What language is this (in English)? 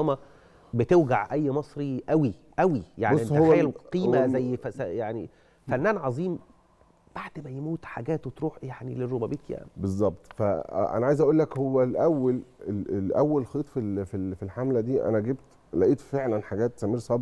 Egyptian Arabic